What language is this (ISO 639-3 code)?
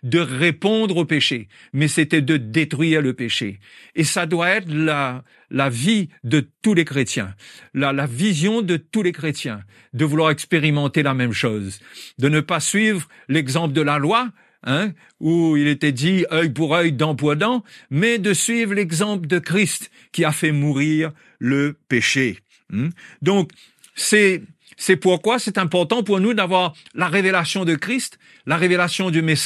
fra